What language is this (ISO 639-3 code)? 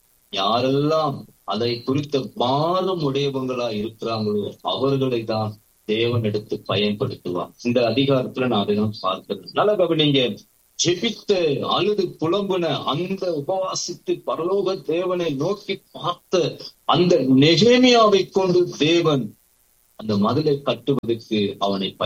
tam